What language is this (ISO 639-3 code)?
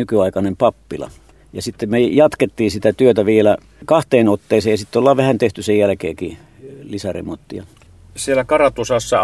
fin